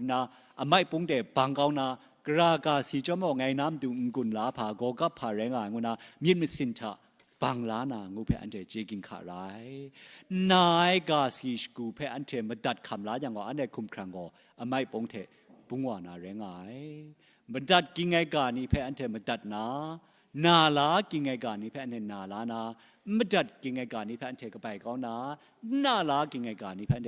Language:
Kachin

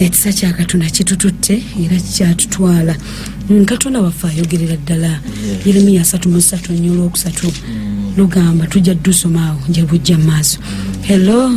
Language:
Ganda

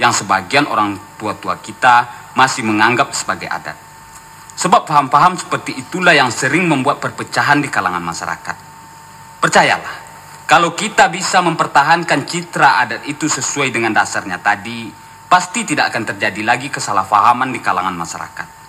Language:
Minangkabau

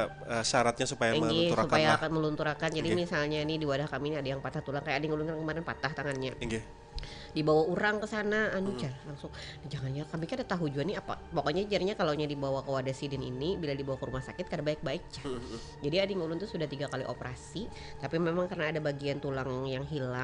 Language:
Banjar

